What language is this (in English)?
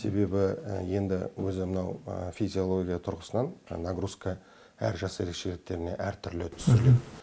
Kazakh